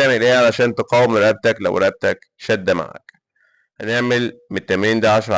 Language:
Egyptian Arabic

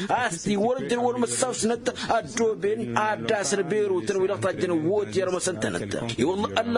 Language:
Tamasheq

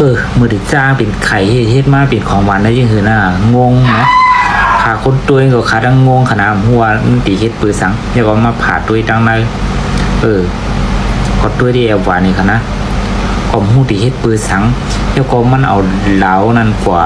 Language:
Shan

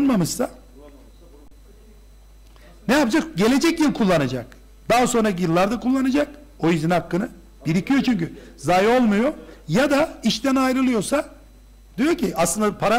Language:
Turkish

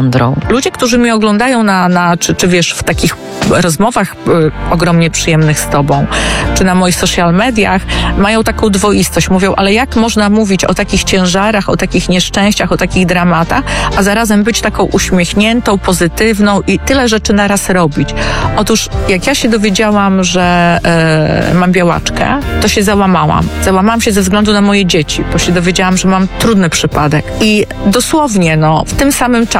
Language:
Polish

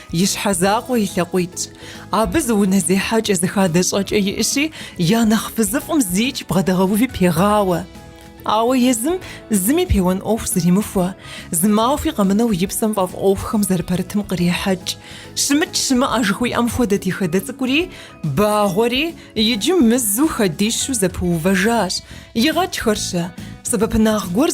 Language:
Kabardian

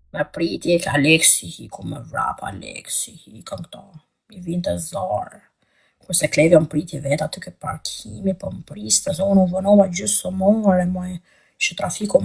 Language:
Albanian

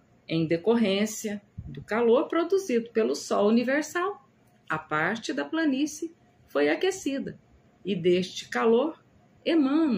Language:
Portuguese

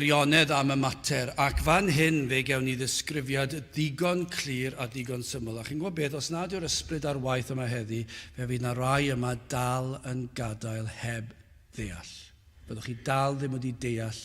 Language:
Welsh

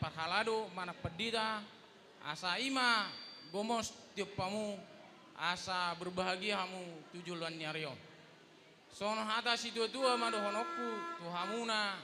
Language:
Batak Toba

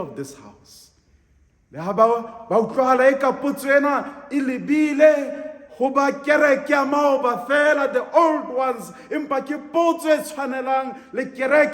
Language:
Southern Sotho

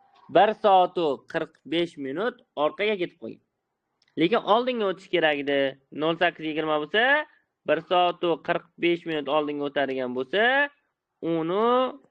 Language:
Uzbek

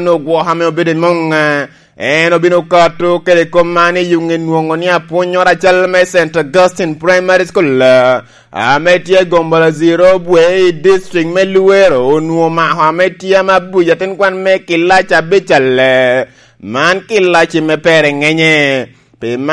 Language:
Lango (Uganda)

